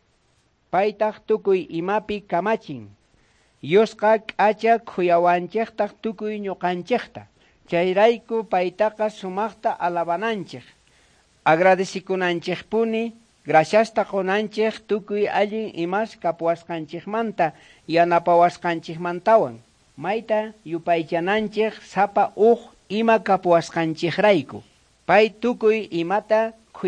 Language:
South Bolivian Quechua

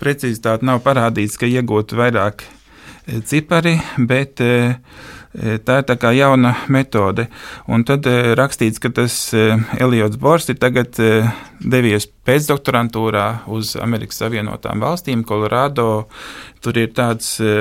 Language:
Latvian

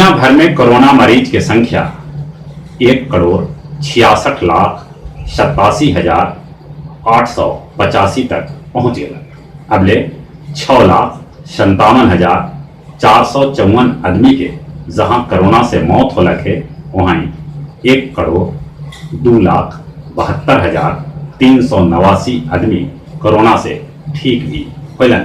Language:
Magahi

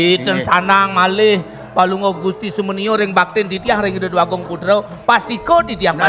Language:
Balinese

